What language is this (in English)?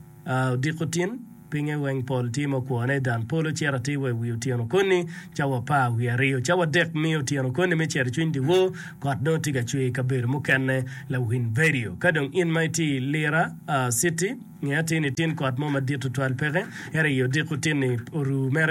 Acoli